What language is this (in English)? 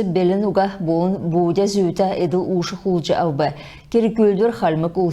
Kalmyk